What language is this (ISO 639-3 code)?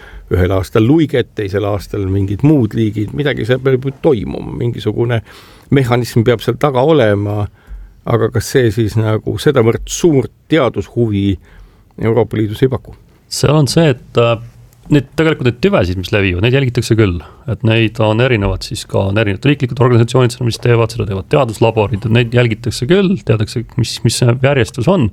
est